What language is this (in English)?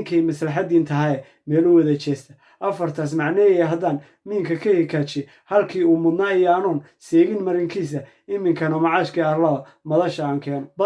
Somali